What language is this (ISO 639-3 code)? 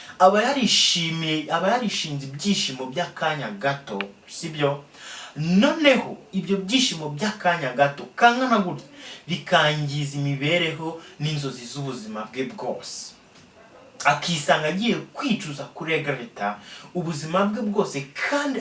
kin